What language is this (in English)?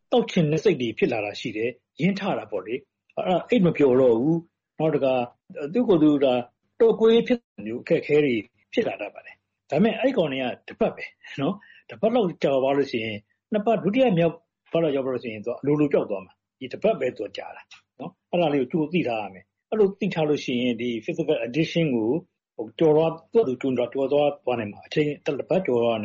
Burmese